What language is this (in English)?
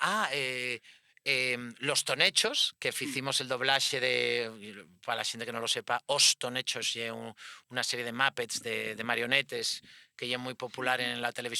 Asturian